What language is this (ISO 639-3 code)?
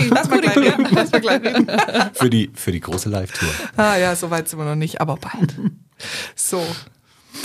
deu